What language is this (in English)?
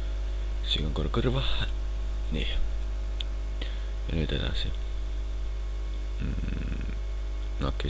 Estonian